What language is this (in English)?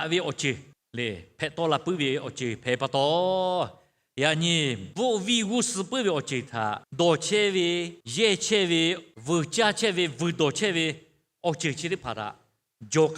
Lahu